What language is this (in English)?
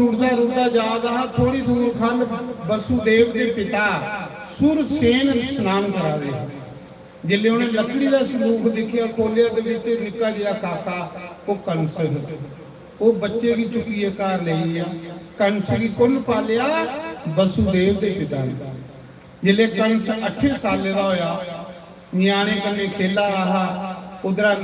Dogri